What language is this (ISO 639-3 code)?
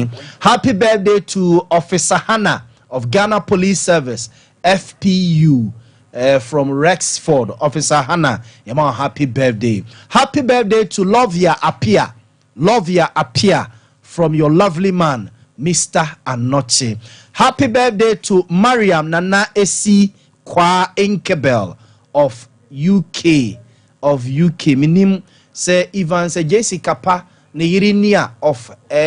aka